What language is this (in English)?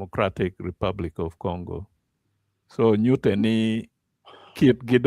Acoli